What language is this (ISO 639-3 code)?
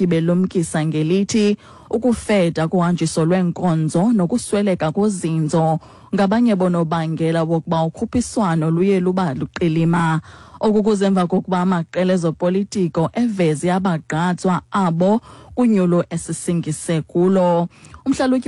xho